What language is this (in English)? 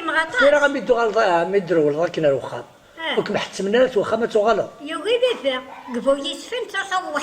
Kabyle